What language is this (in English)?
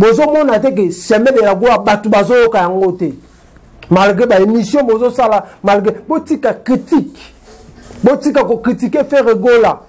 Lingala